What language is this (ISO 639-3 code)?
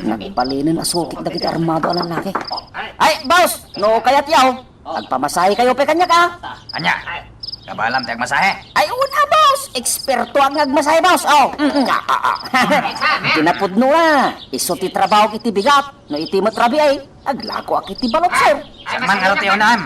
ilo